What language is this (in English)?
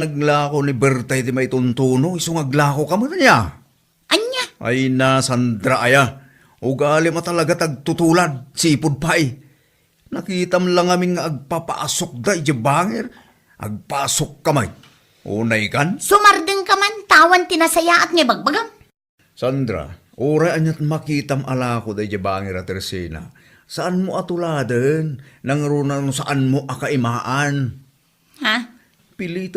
Iloko